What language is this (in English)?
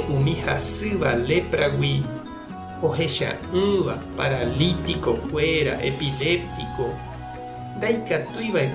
Guarani